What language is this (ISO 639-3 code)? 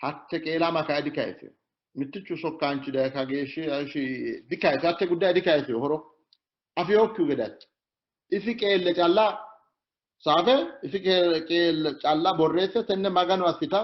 sid